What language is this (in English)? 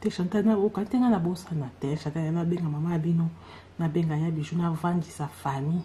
Lingala